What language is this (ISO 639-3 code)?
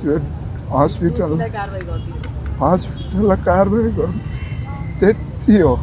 nep